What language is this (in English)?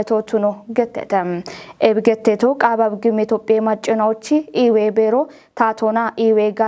Kafa